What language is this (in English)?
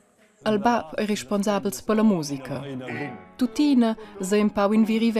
Romansh